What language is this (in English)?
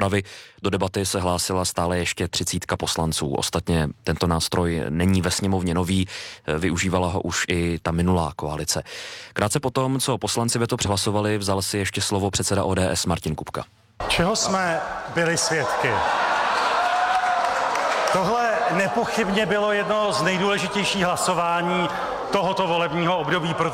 Czech